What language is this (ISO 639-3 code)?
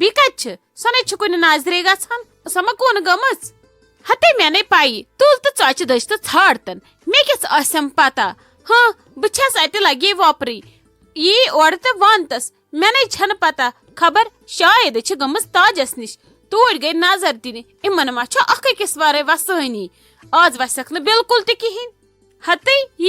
kas